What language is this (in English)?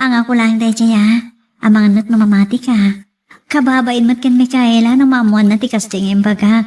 Iloko